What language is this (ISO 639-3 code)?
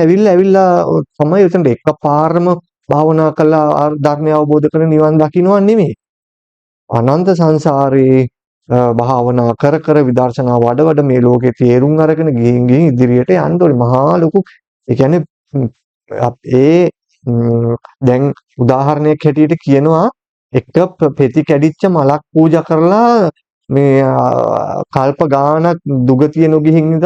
sin